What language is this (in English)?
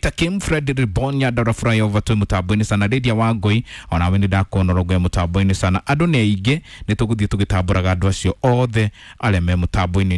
Kikuyu